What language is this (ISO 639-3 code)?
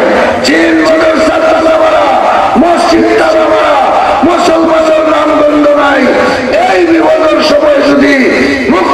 syl